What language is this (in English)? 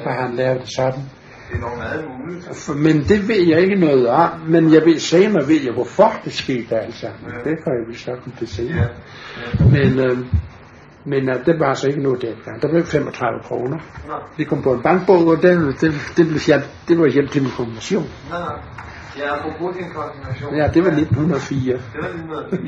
Danish